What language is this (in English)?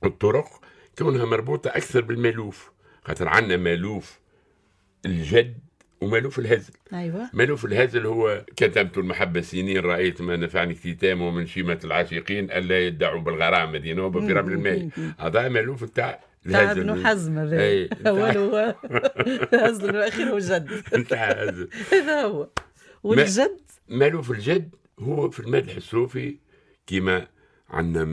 Tunisian Arabic